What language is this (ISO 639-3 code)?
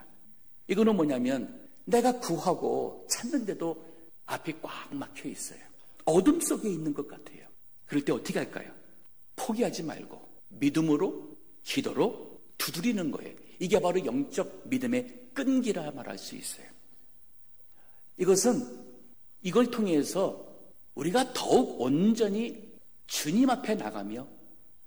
kor